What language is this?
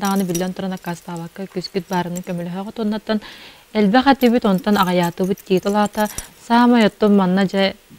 Yakut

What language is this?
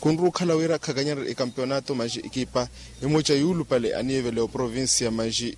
Makhuwa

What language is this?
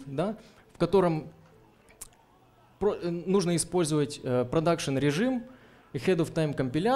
Russian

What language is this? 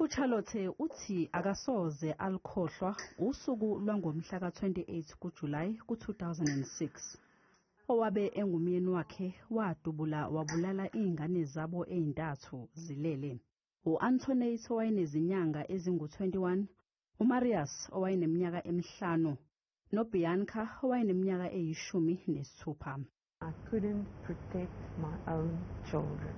Zulu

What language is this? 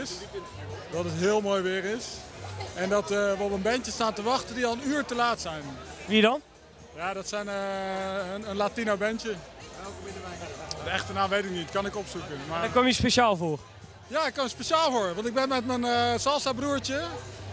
Dutch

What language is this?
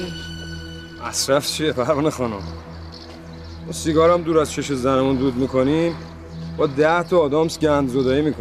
Persian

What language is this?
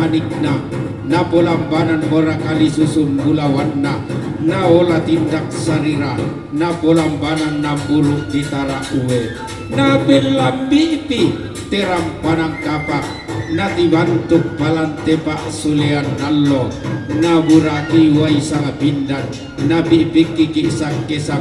Toraja-Sa'dan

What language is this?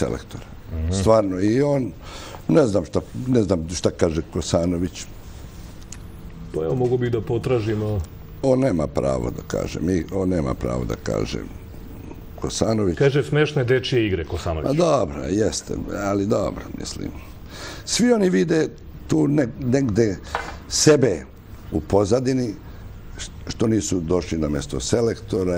Serbian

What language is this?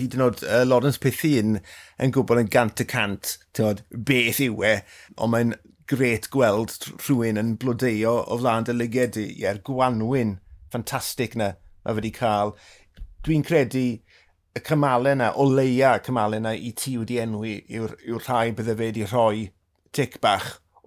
Welsh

